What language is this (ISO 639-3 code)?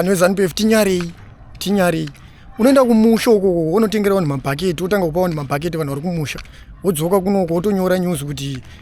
sna